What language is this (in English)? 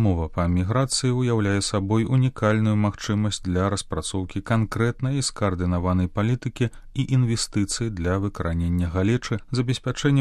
Belarusian